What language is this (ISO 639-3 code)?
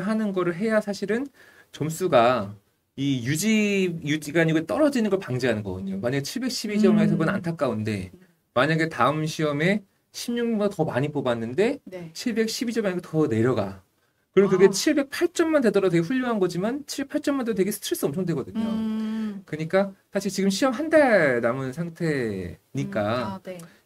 kor